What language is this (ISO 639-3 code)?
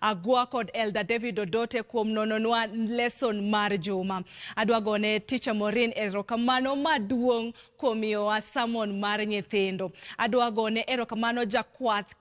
luo